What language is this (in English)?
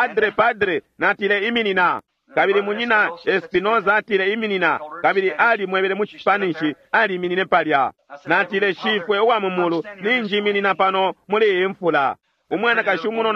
Bemba